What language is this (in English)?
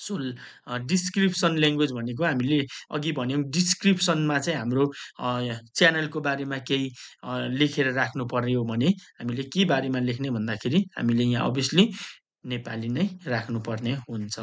Nepali